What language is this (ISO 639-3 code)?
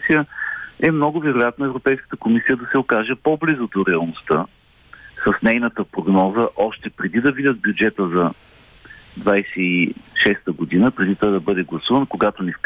bul